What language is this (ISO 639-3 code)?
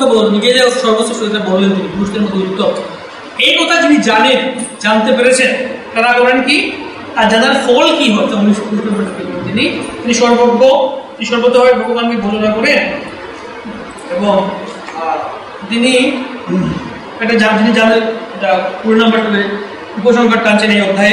ben